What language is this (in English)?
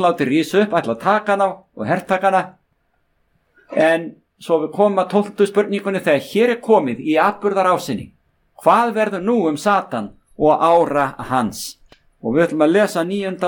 Icelandic